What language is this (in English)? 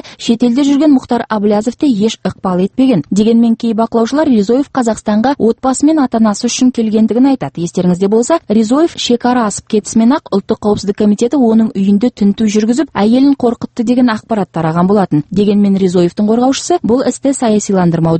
Kazakh